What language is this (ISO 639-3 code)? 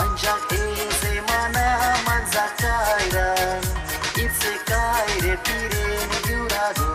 chv